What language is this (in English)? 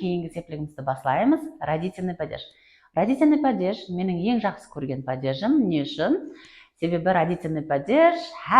Kara-Kalpak